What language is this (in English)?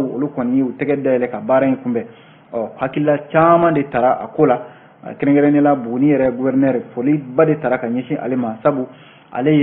Bambara